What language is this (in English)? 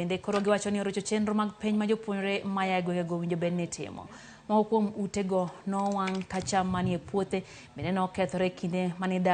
Luo (Kenya and Tanzania)